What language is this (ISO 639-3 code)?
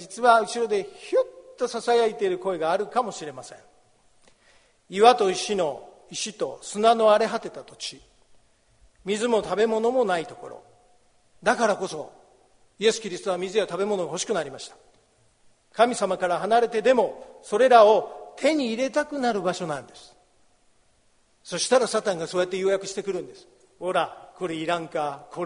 jpn